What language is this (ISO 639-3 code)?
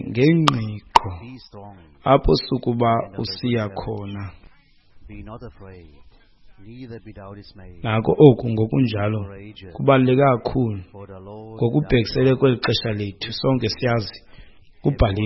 xho